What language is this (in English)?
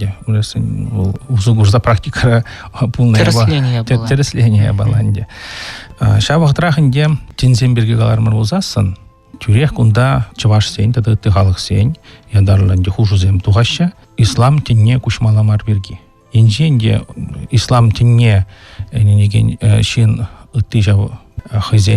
Chuvash